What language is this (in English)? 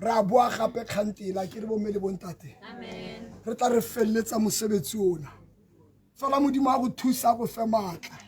Tswana